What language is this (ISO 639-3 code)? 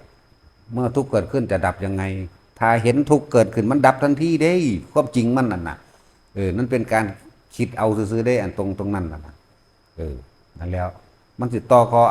tts